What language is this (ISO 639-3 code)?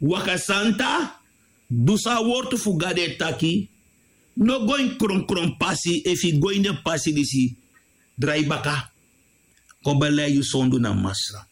srn